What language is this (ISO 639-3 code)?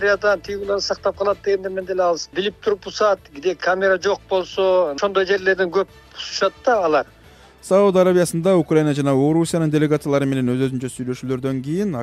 kir